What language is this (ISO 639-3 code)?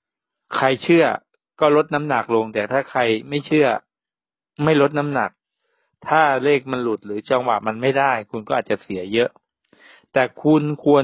tha